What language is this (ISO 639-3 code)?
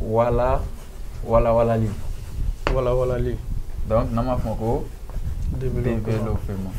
bam